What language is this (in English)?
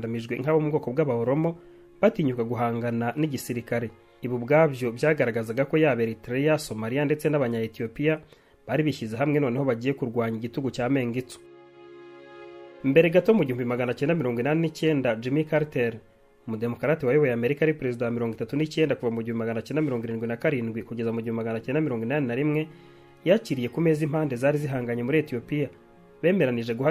Kinyarwanda